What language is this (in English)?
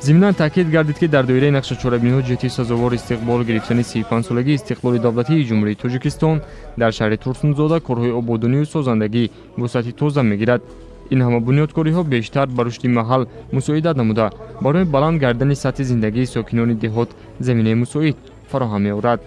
Tajik